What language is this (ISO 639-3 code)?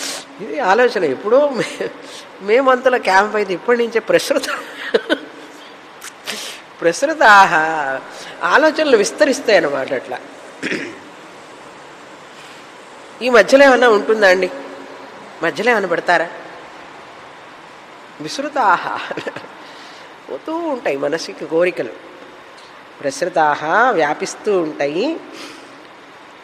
tel